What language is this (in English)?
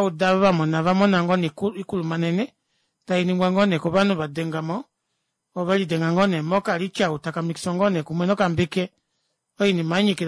Kuanyama